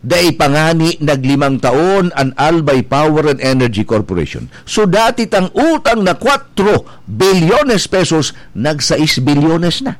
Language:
Bikol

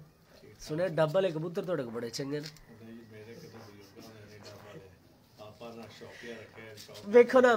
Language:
Punjabi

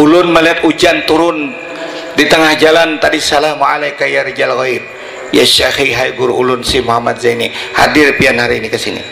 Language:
Banjar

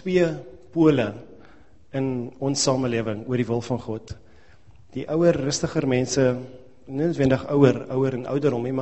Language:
Afrikaans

